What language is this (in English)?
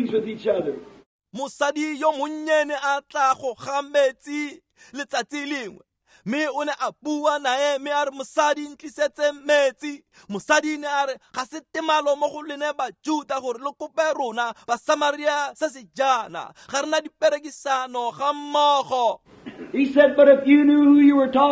Tswana